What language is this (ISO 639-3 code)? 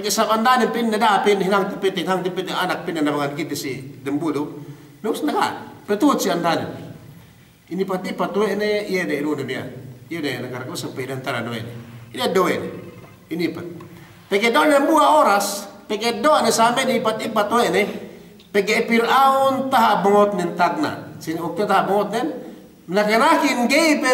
yka